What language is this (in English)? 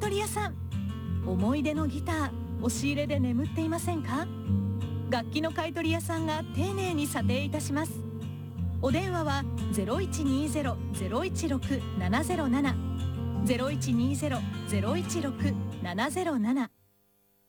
Japanese